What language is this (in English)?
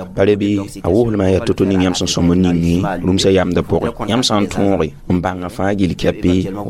Mossi